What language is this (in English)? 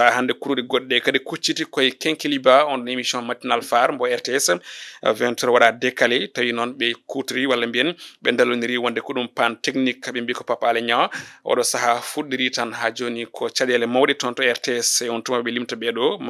Fula